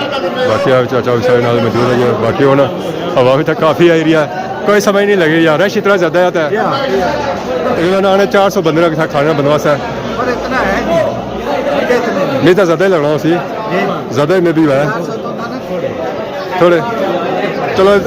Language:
Pahari-Potwari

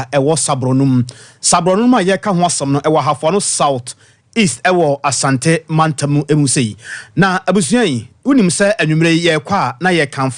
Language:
Akan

